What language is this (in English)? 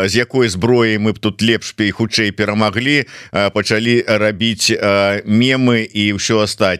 Belarusian